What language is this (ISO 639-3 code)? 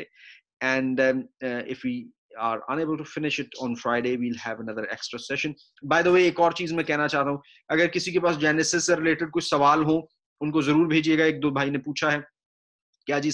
urd